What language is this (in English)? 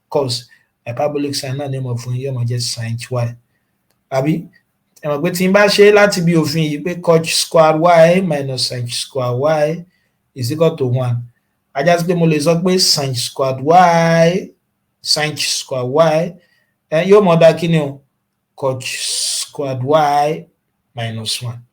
Yoruba